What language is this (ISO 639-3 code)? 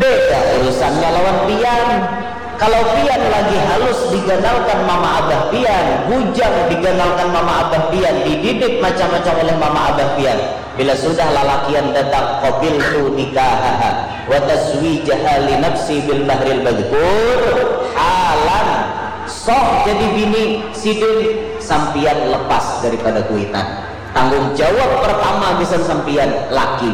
bjn